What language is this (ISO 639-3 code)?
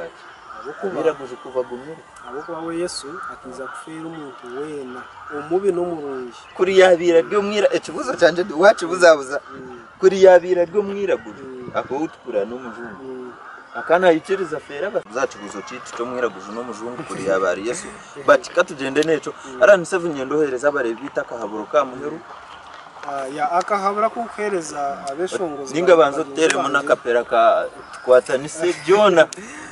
nyn